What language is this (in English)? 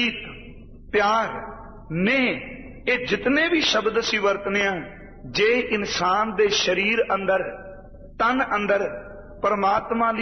Punjabi